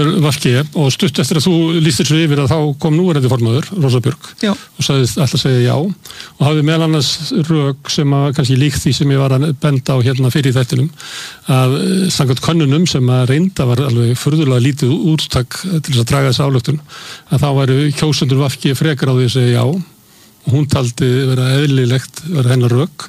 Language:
Icelandic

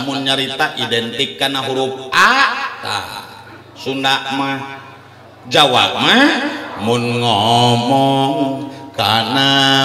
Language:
Sundanese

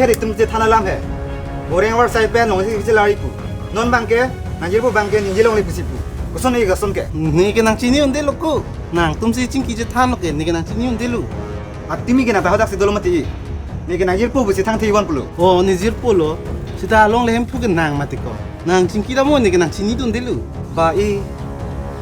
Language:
Karbi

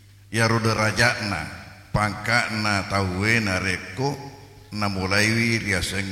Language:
Buginese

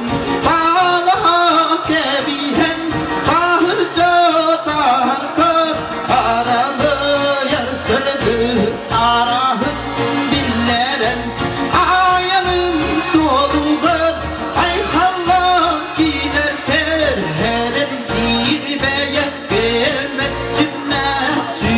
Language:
Yakut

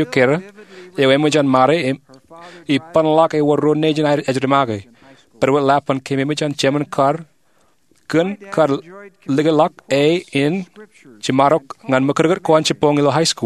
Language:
Marshallese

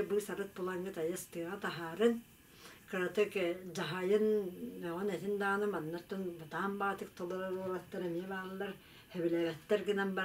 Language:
Yakut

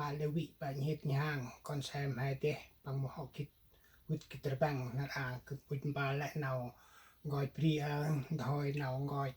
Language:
Central Mnong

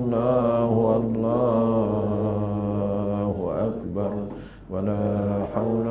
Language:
Malay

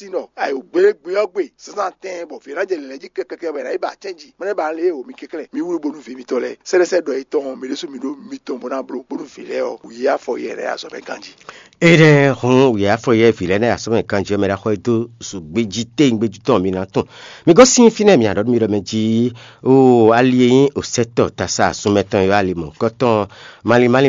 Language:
Fon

